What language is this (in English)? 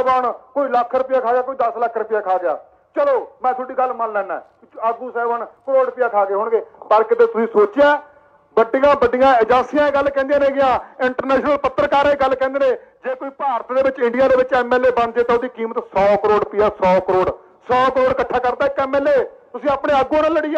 Punjabi